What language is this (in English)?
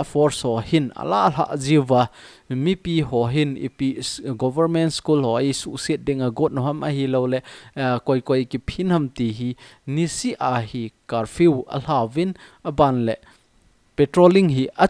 Thado Chin